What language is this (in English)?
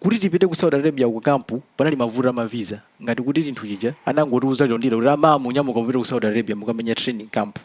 Nyanja